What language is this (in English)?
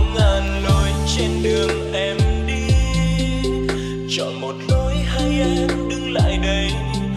Vietnamese